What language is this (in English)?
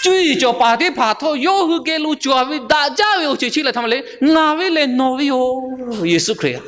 Lahu